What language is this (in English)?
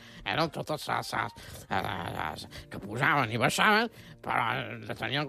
Catalan